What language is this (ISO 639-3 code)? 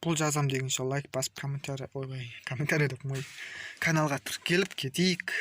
kaz